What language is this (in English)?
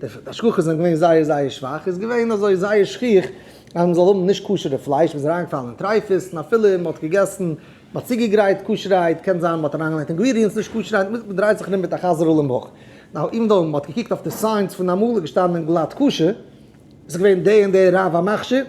Yiddish